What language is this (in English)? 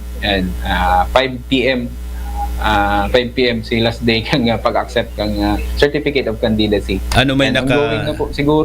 Bikol